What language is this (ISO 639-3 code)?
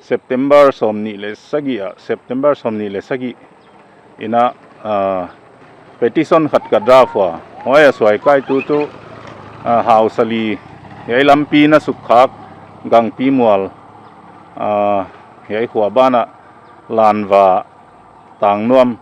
pck